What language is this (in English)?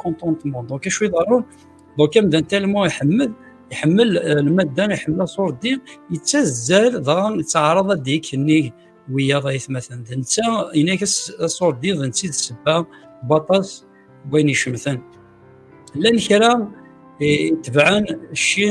Kabyle